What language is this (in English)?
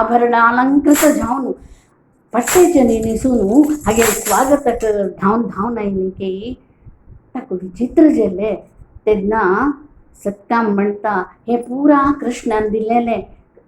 Konkani